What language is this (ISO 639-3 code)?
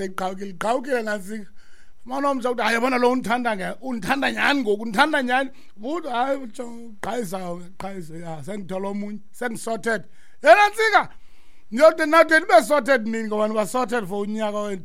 xho